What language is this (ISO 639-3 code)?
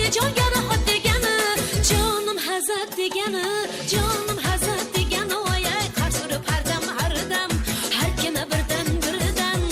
kaa